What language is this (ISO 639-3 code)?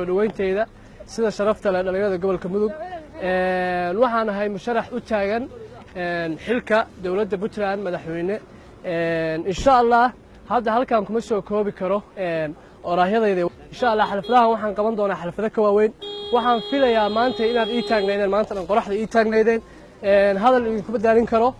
som